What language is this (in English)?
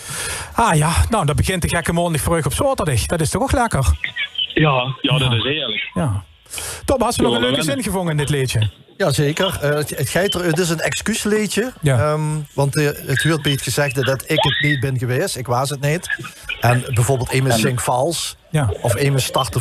Limburgish